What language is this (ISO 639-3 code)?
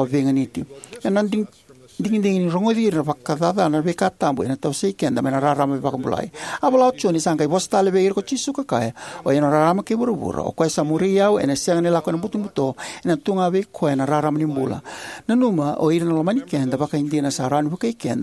fij